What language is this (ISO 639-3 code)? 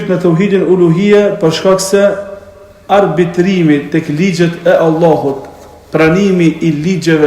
sqi